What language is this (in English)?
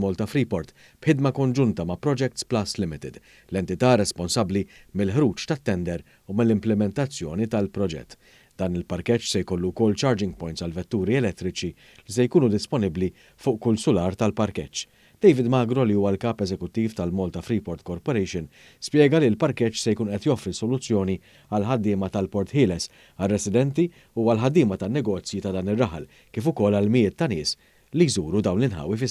Maltese